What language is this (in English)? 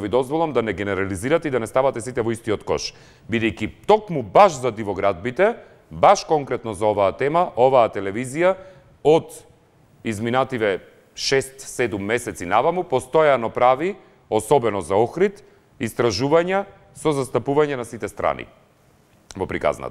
Macedonian